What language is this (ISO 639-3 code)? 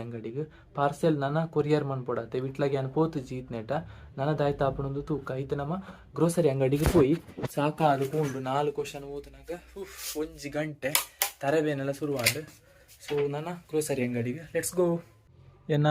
tcy